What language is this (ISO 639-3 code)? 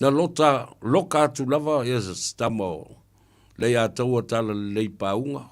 smo